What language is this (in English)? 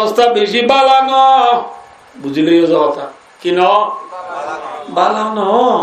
Rohingya